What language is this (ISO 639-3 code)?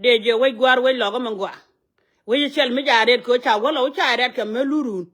nus